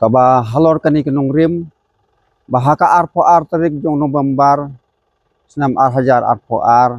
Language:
Khasi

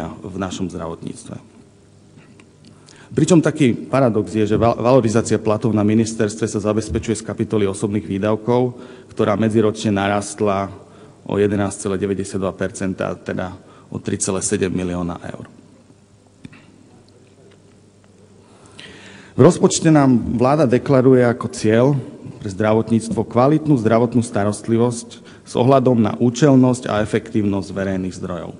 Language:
Slovak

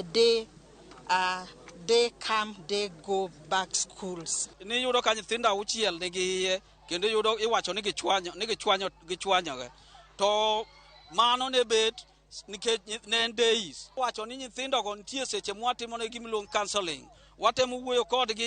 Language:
Luo (Kenya and Tanzania)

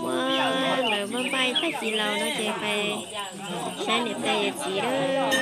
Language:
Hmong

